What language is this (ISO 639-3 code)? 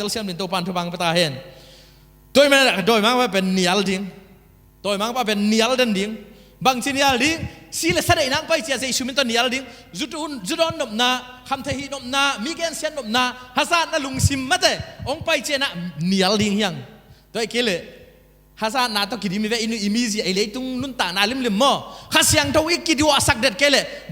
ctd